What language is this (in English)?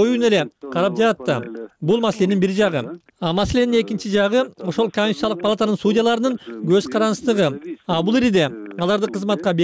Kyrgyz